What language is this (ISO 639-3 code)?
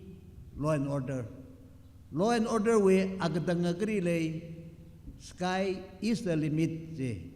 nmf